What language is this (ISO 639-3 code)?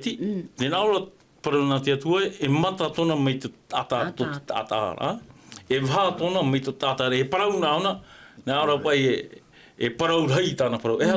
tah